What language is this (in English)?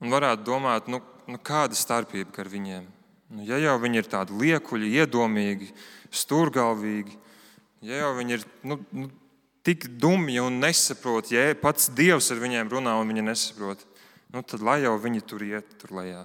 Latvian